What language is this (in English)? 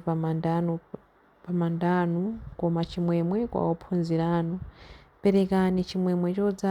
Nyanja